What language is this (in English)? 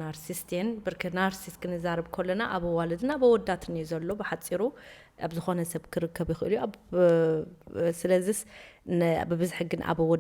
Tigrinya